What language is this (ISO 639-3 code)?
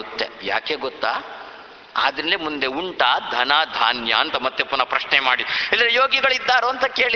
kan